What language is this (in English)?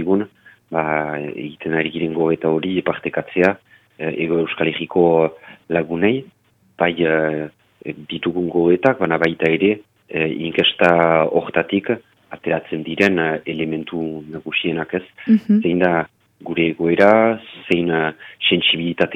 Basque